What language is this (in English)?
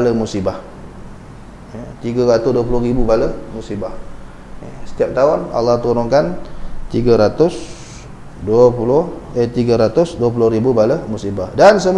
Malay